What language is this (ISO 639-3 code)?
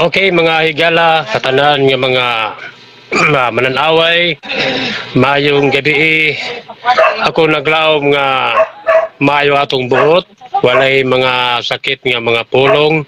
ceb